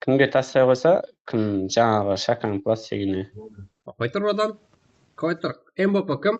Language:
Kara-Kalpak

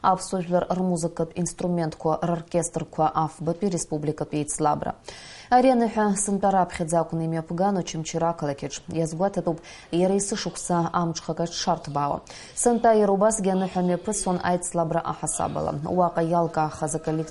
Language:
Abkhazian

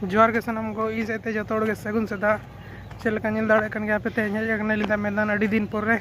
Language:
Santali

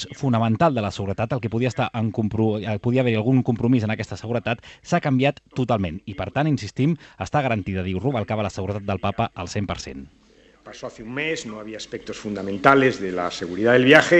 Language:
Catalan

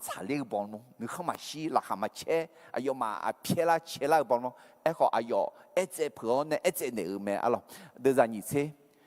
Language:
Akha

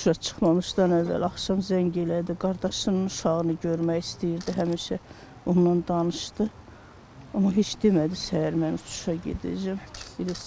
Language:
Azerbaijani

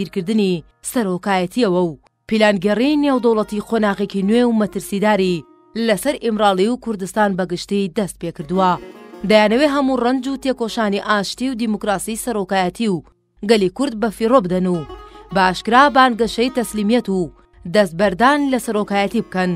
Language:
Central Kurdish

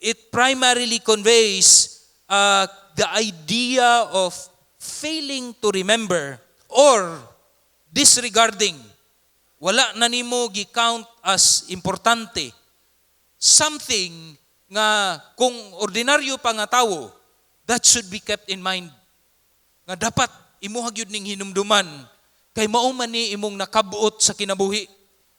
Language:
Cebuano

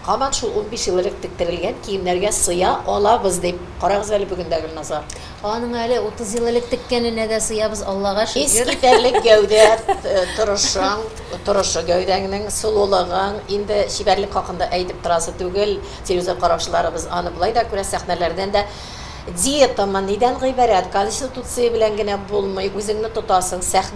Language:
Tatar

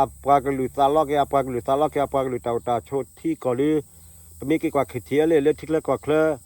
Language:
S'gaw Karen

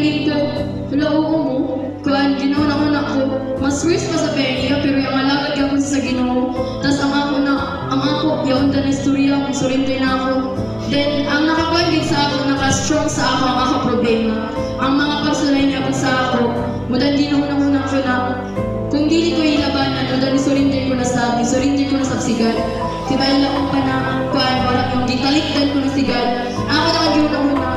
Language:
Cebuano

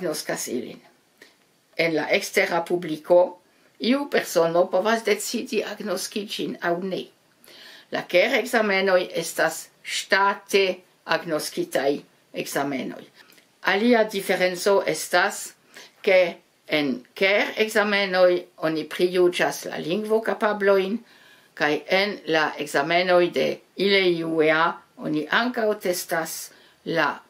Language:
Esperanto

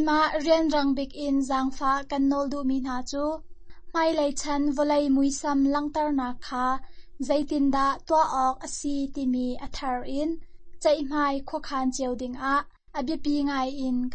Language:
Hakha Chin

